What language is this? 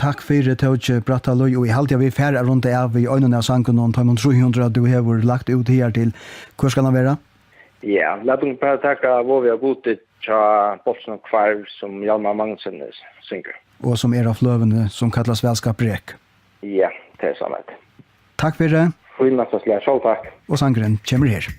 Faroese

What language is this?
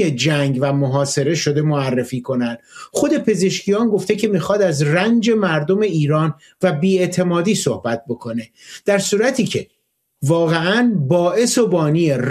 Persian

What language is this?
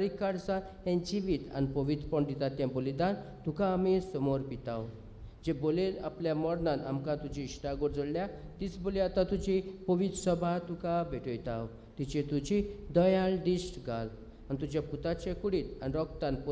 Konkani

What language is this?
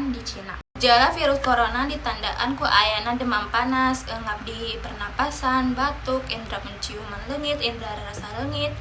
Sundanese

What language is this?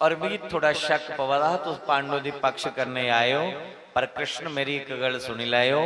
Dogri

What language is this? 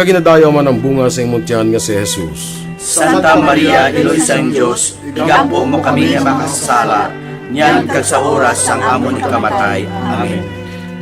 Hiligaynon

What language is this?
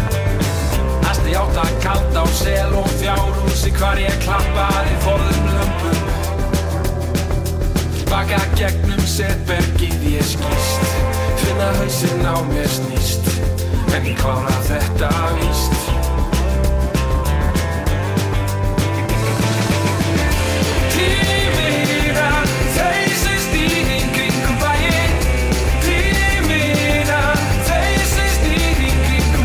Icelandic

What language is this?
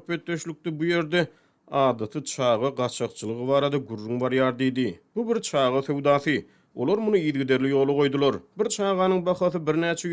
Turkmen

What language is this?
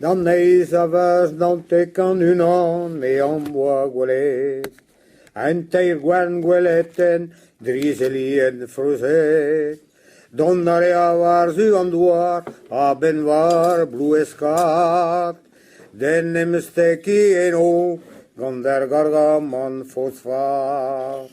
Breton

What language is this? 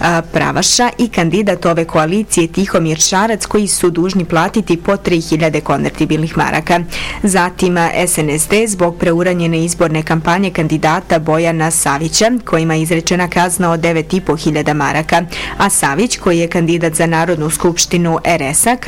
Bosnian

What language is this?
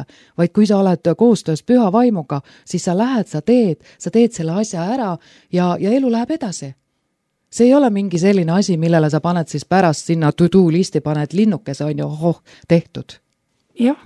Estonian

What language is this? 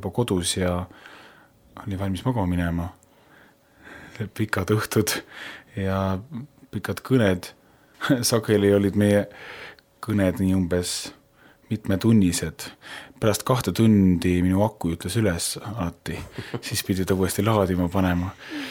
Estonian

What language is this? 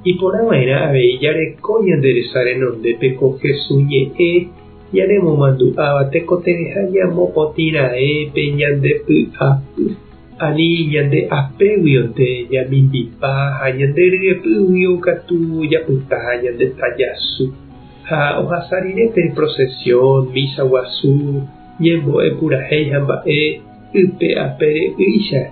Guarani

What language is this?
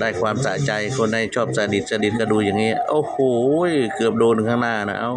Lao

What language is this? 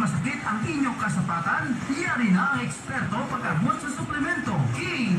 Hiligaynon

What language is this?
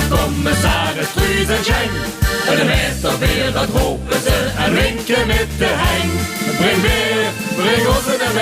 Limburgish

